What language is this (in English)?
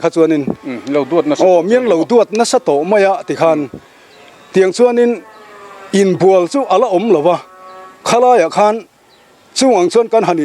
Mizo